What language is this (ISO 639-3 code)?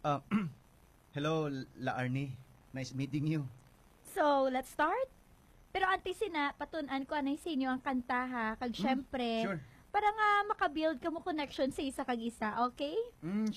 hil